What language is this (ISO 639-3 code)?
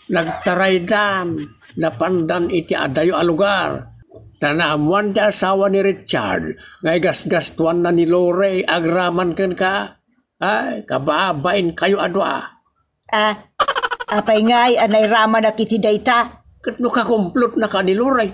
ilo